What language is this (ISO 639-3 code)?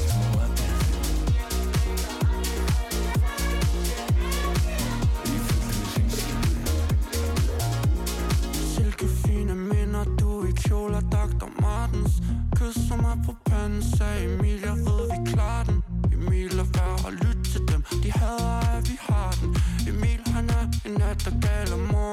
isl